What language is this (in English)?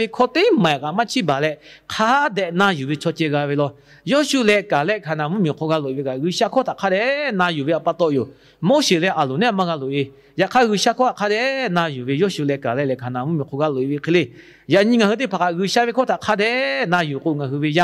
Lahu